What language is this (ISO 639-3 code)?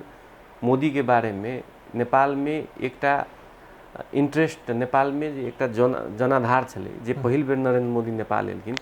mai